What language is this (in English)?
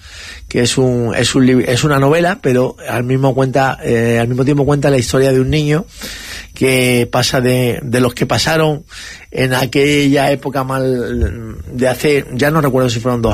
Spanish